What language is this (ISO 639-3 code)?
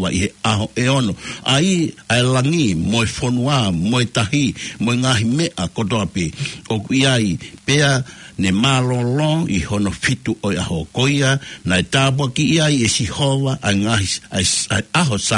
ton